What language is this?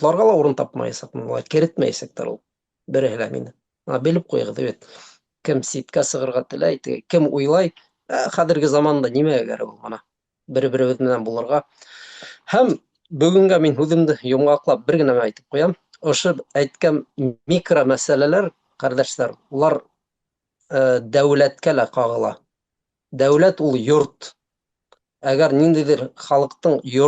Bashkir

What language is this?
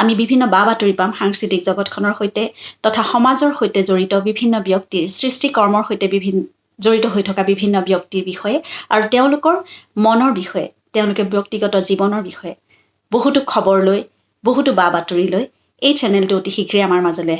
Assamese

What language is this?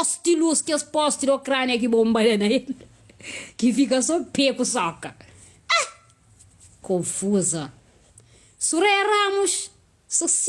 Kabuverdianu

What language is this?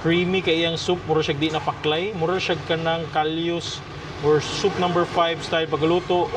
Cebuano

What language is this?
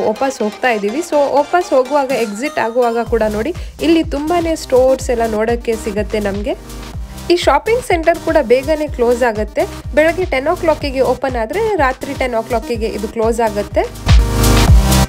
Kannada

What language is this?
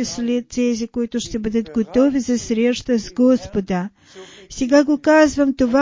Bulgarian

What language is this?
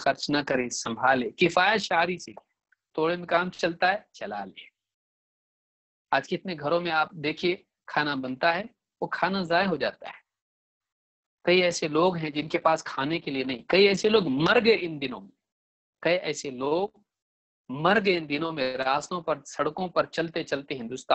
Urdu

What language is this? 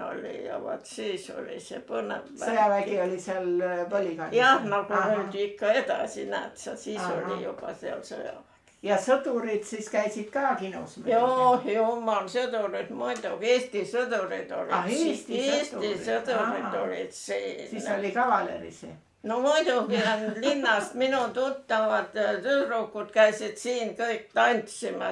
Estonian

